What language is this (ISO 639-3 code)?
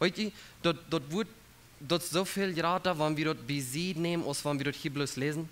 pdt